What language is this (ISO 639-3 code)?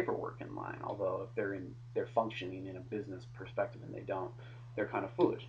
eng